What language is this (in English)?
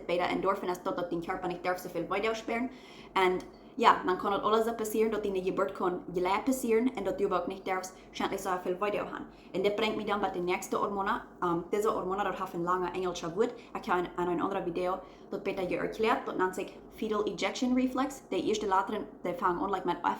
Plautdietsch